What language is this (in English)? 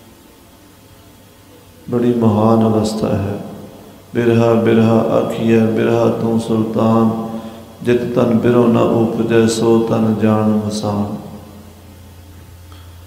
Punjabi